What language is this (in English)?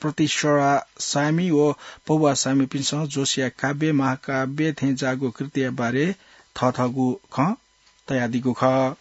Newari